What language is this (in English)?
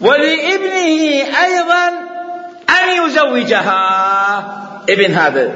Mesopotamian Arabic